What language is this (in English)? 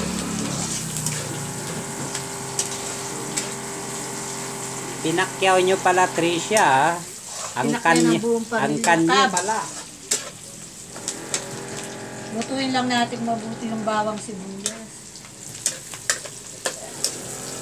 Filipino